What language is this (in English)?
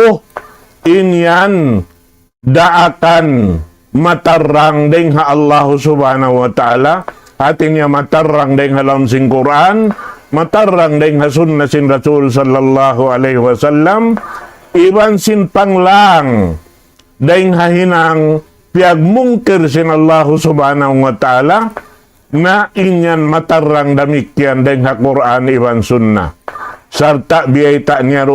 Tausug